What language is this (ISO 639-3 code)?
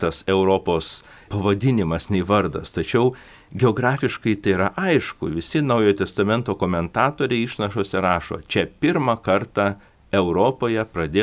lit